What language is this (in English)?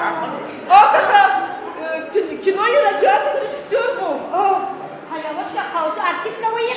Tabassaran